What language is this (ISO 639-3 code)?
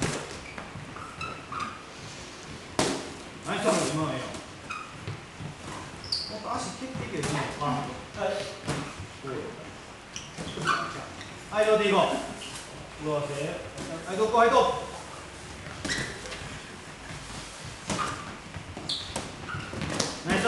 jpn